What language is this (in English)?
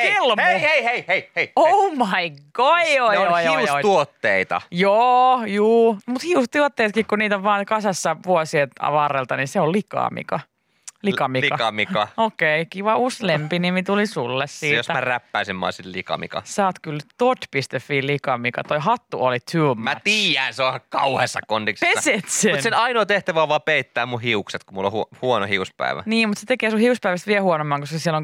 Finnish